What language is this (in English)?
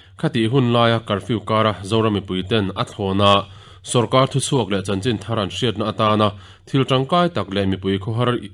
Mizo